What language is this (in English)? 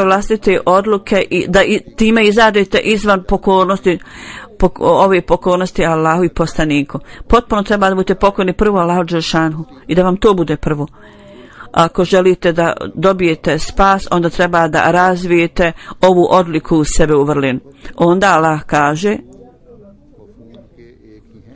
Bosnian